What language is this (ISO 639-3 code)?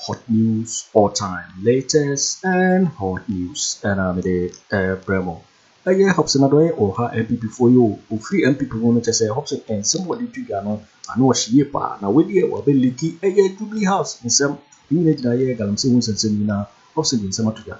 aka